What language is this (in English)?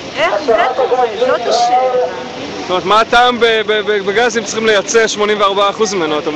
Hebrew